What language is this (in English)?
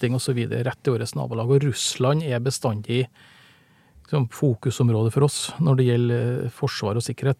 Norwegian